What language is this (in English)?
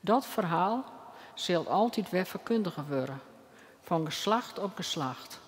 Western Frisian